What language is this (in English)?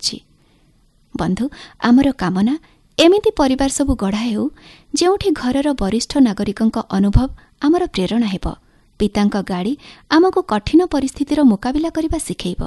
Odia